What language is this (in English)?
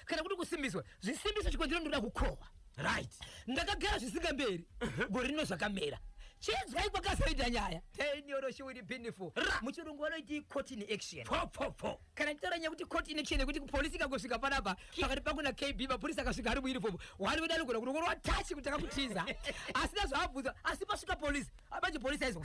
Shona